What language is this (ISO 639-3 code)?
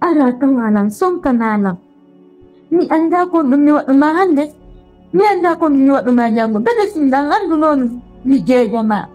fuf